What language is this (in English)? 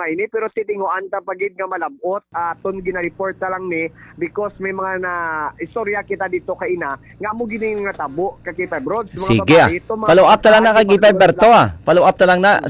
Hiligaynon